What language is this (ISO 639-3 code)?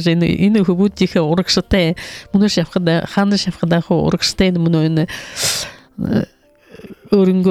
bua